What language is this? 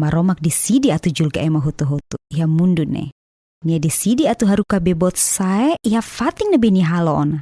Tetum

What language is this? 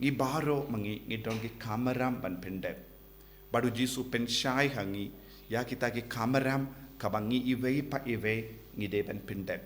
Khasi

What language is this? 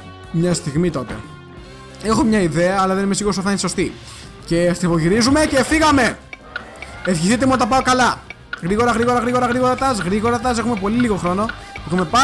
Greek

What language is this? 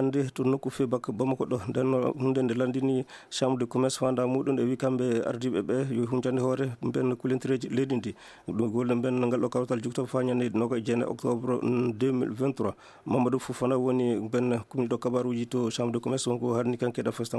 Maasina Fulfulde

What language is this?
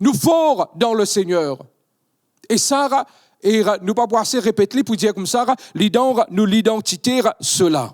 Morisyen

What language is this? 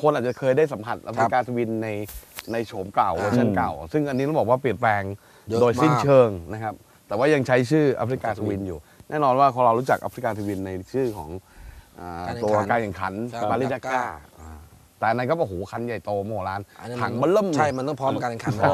Thai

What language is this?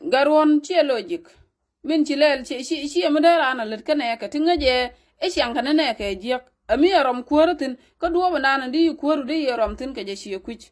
Nuer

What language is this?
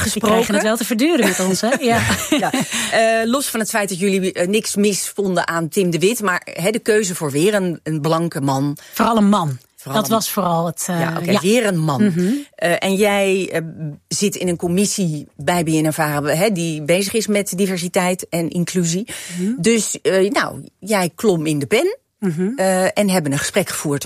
Dutch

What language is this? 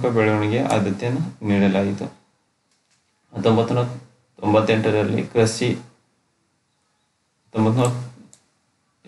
Kannada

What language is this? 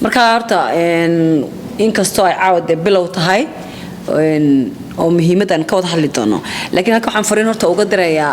Somali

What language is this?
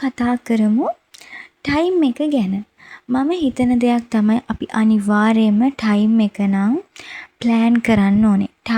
Sinhala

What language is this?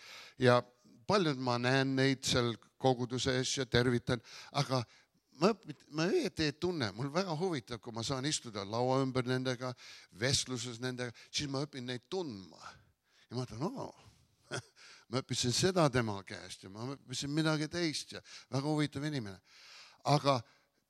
Estonian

